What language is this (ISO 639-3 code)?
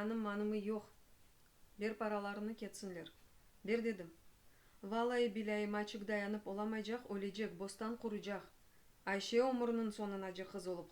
crh